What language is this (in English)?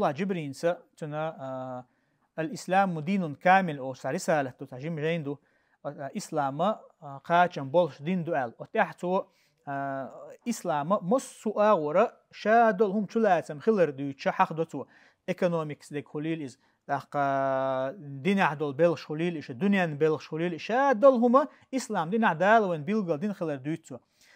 Chechen